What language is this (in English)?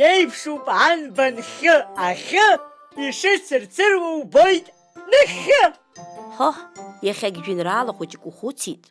Abkhazian